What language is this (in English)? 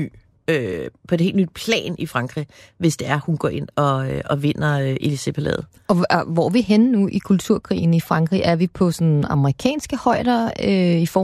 Danish